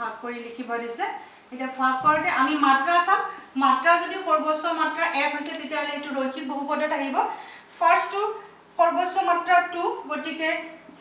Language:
Assamese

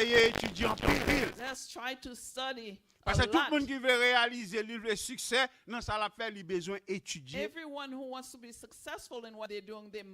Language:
Haitian Creole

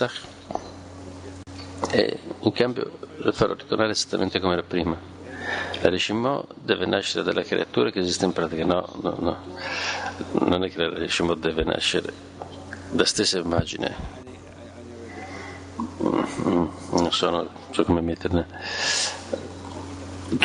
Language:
Italian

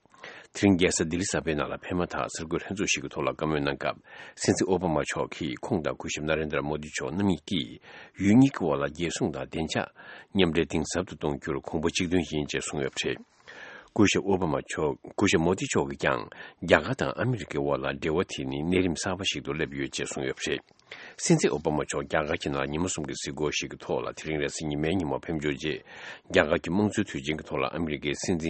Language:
Tibetan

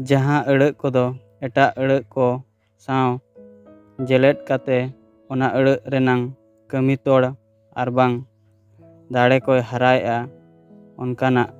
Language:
Santali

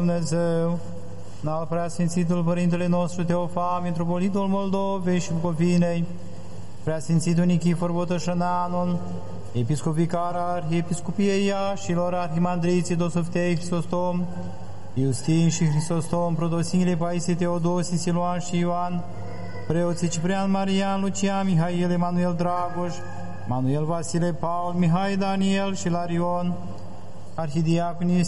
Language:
Romanian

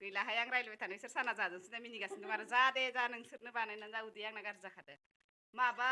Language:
Bodo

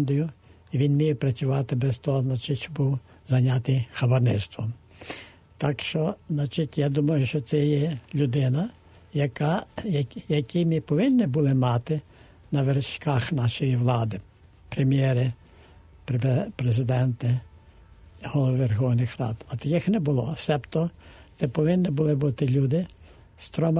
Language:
Ukrainian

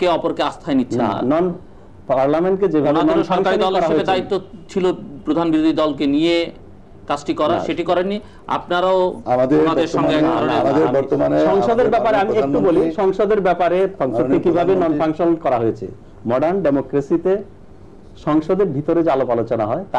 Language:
Bangla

